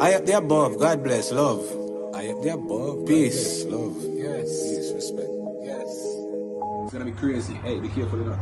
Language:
Jamaican Creole English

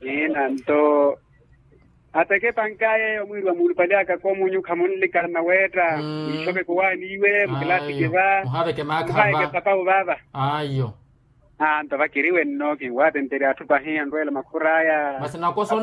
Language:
Makhuwa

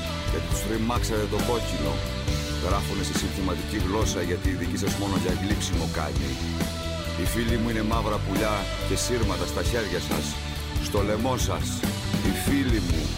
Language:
Greek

